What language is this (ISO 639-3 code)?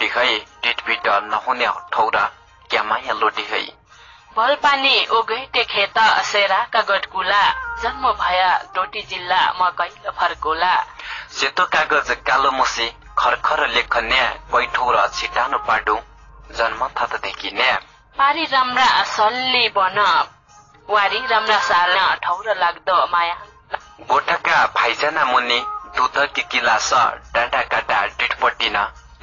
dty